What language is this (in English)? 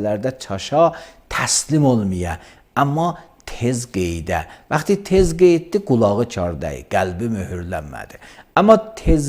Azerbaijani